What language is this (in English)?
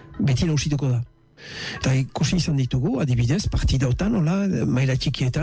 Basque